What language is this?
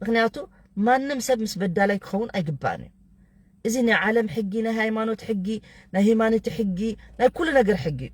Tigrinya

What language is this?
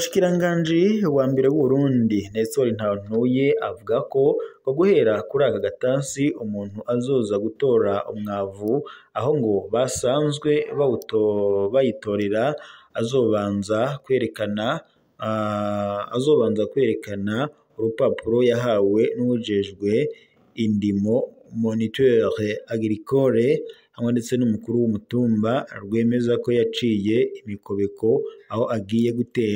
Rundi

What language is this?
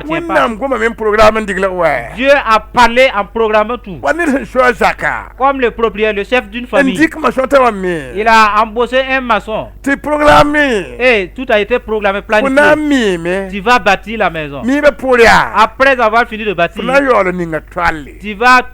Mossi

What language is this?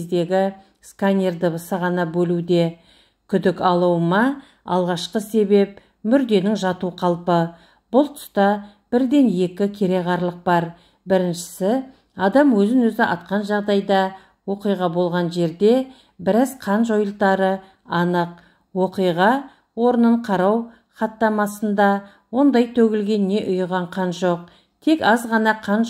Kazakh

